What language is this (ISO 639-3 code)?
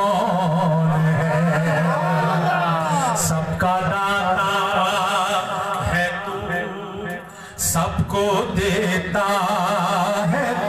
urd